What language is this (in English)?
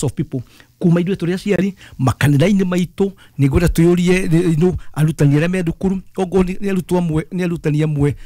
Kikuyu